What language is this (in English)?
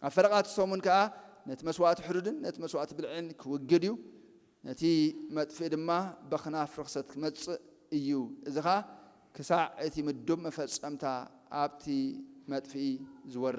Tigrinya